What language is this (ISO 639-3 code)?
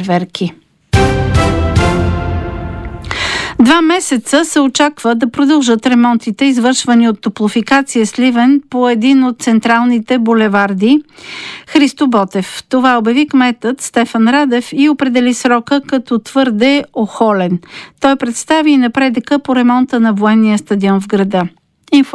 bul